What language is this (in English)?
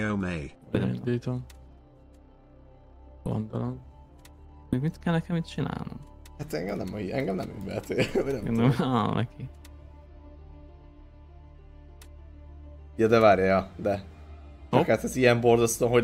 Hungarian